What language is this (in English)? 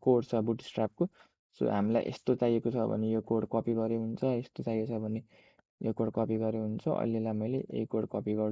Nepali